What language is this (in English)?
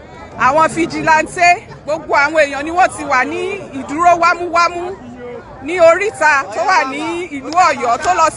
Yoruba